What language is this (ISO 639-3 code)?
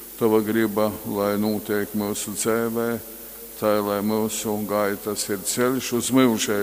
ltg